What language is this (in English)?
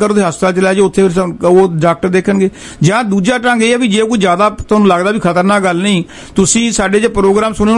Punjabi